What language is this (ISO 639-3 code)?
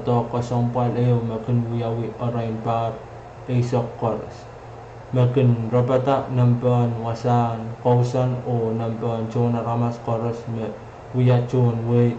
pon